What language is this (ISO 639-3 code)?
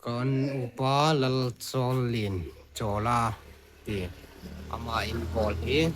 hmr